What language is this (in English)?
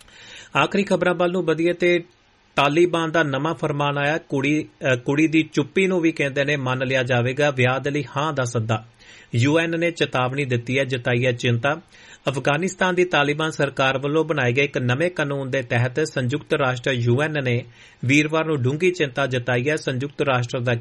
Punjabi